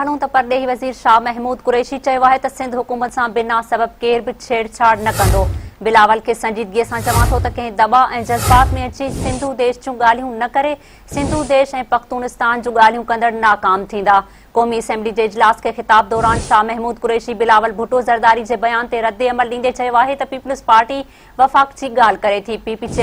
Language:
Sindhi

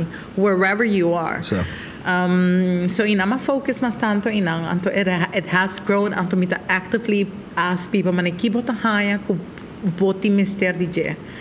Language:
Papiamento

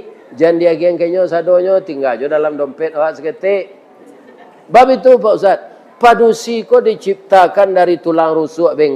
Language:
Minangkabau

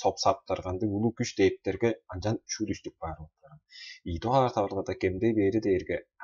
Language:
Tuvinian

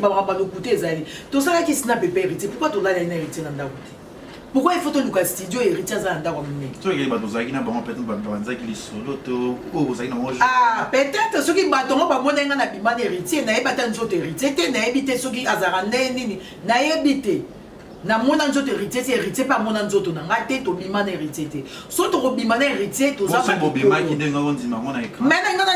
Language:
Lingala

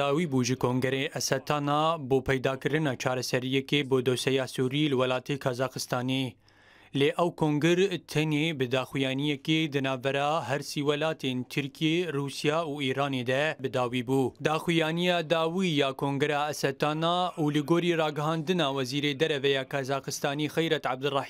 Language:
Kurdish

